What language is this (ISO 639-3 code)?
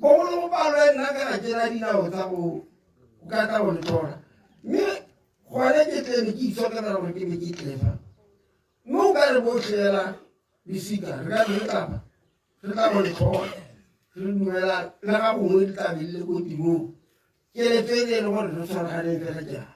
tsn